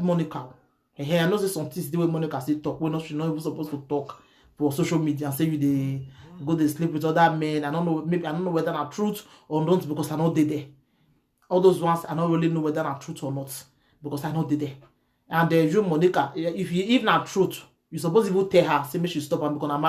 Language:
Nigerian Pidgin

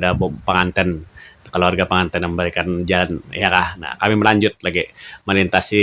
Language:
Banjar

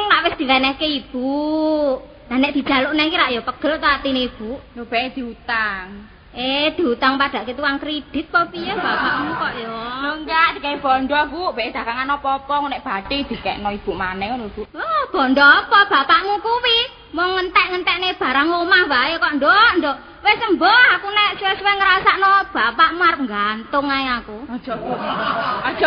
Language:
Javanese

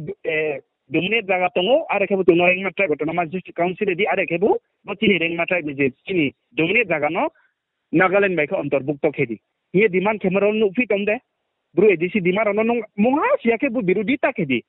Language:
Riang (India)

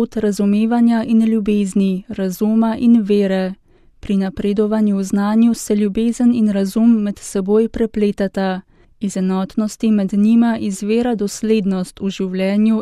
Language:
Slovenian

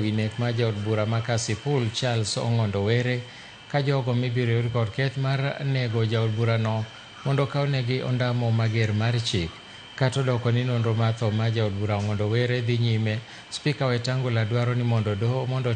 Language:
Luo (Kenya and Tanzania)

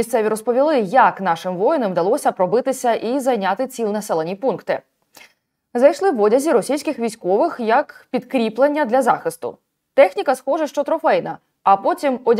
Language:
Ukrainian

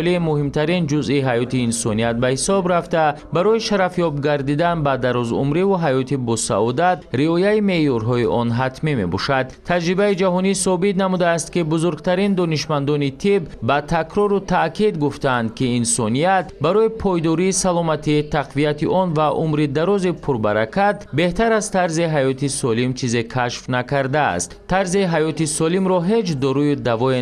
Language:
Tajik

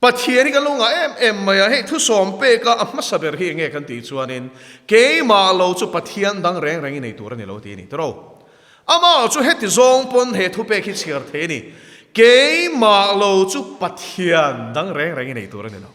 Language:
Mizo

